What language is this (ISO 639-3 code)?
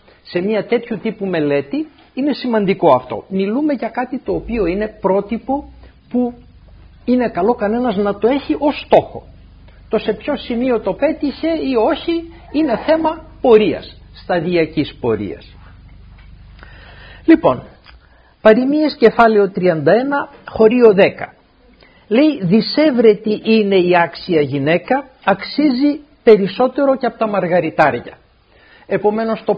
ell